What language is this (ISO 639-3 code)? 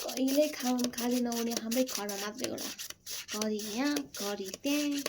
nep